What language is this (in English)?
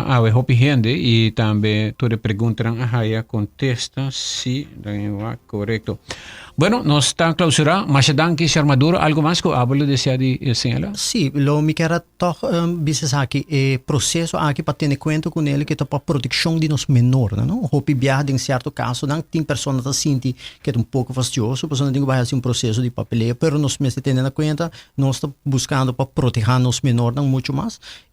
Papiamento